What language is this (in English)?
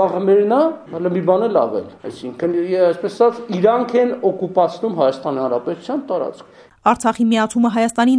Armenian